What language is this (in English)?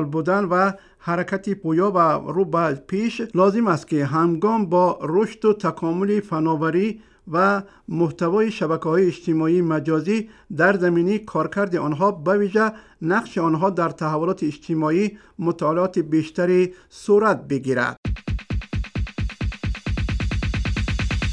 Persian